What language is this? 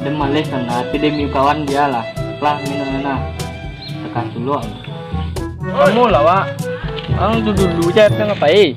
Minangkabau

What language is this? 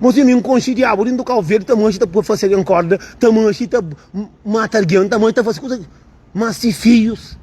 Kabuverdianu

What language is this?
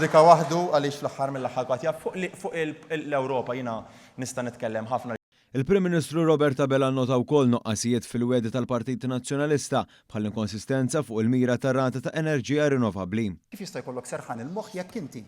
Maltese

